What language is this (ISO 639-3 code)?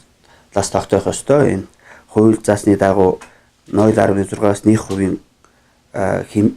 mon